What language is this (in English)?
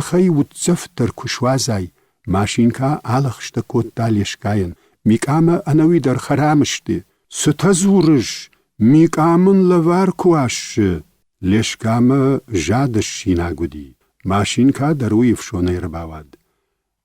Ossetic